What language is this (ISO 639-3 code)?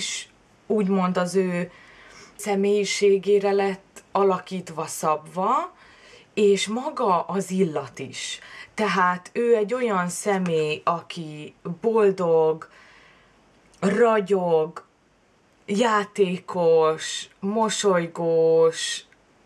hun